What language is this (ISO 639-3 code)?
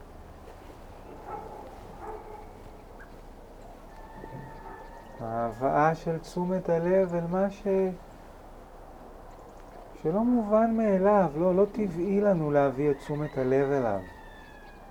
heb